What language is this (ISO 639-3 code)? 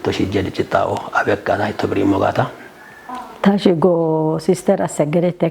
kbr